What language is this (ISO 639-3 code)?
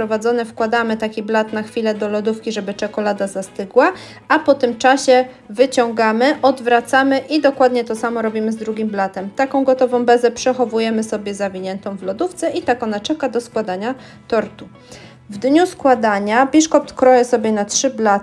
pol